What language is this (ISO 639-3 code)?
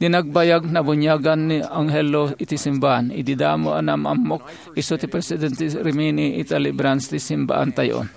ilo